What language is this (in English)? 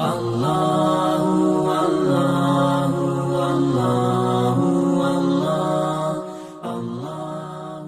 Musi